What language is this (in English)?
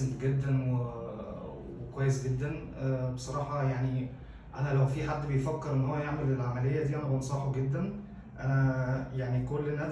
Egyptian Arabic